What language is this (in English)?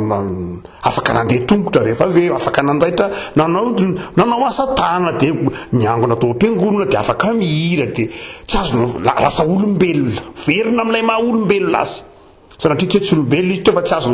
Malagasy